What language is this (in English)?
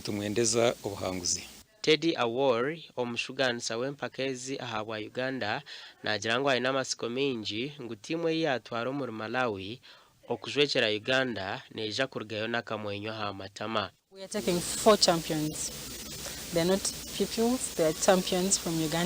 Nyankole